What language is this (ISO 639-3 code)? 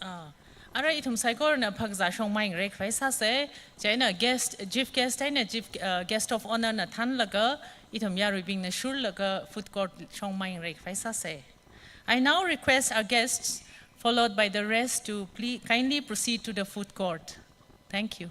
nmf